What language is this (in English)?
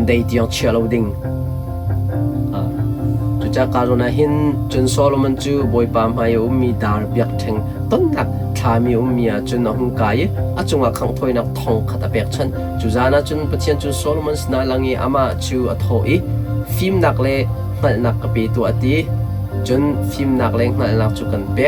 Hakha Chin